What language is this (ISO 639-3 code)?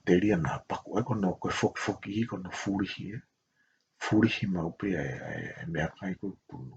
ton